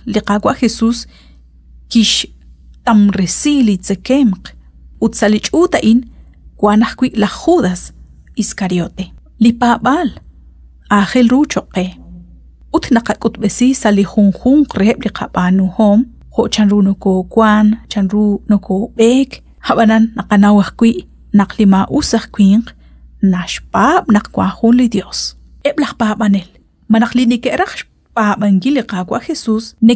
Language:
Kekchí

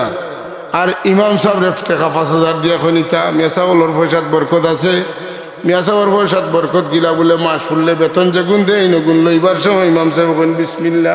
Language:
Sylheti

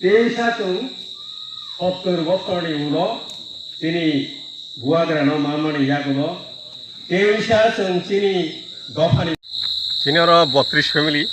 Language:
Kok Borok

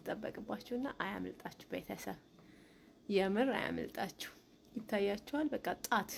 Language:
Amharic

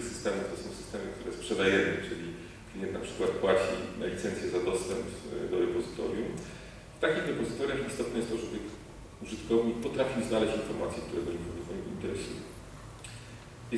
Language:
Polish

